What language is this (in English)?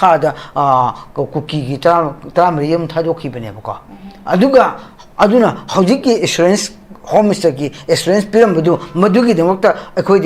Manipuri